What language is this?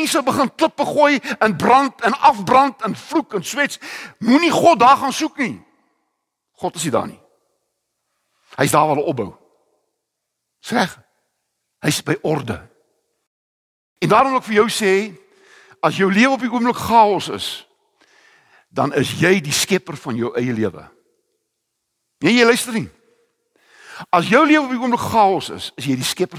Afrikaans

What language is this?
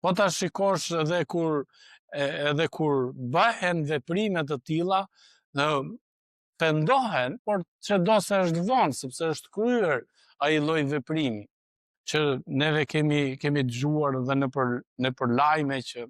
Albanian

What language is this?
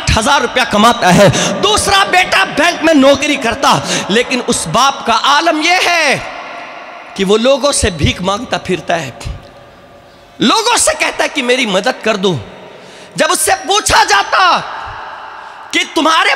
Urdu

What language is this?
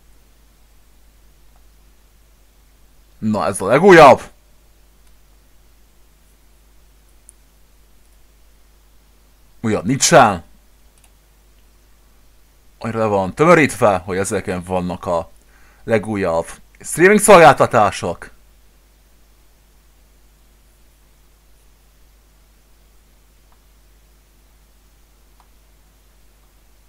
Hungarian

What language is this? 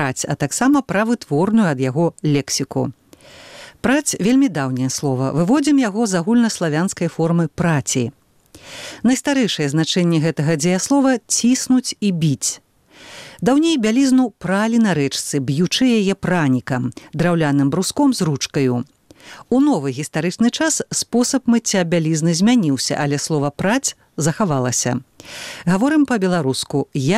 Belarusian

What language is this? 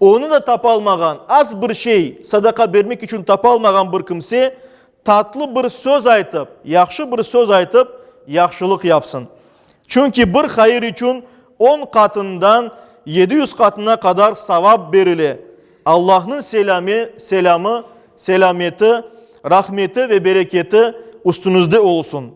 Crimean Tatar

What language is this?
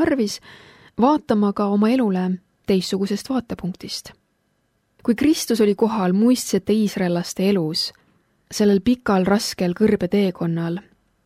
Estonian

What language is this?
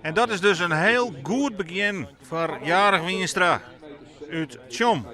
Western Frisian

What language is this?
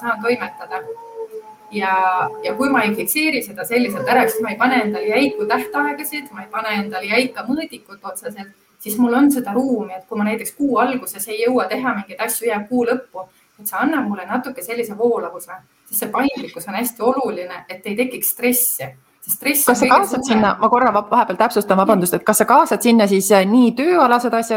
Estonian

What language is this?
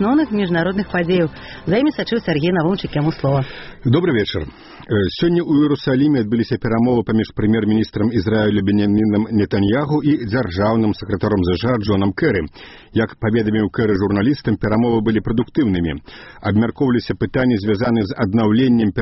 Belarusian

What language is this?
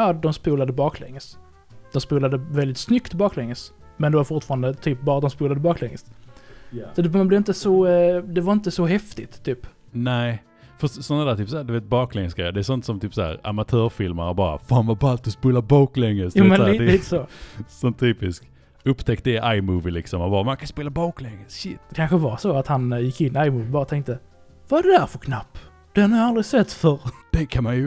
Swedish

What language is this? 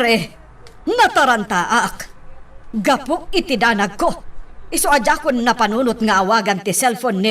Iloko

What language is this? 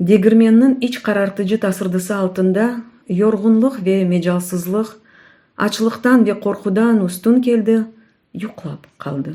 Crimean Tatar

